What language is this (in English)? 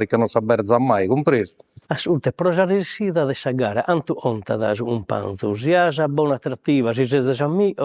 Sardinian